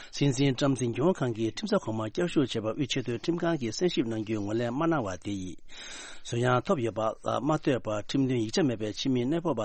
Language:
Tibetan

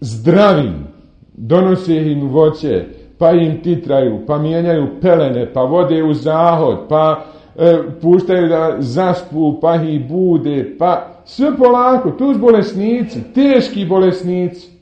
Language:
Bosnian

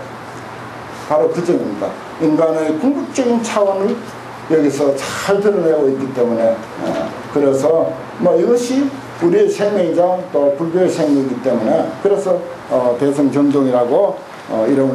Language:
Korean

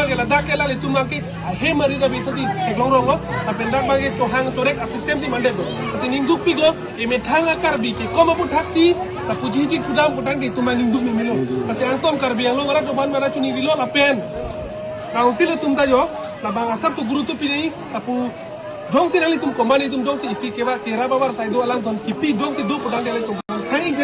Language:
Karbi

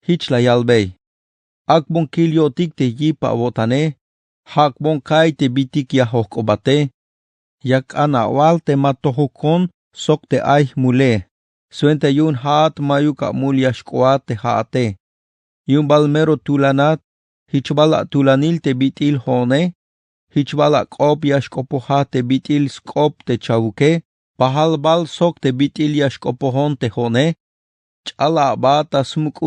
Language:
Tzeltal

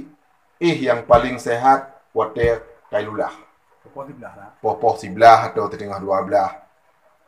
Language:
Achinese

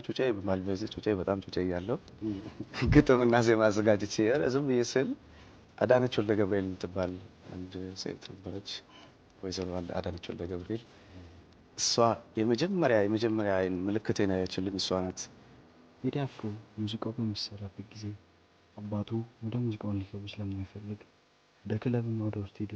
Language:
Amharic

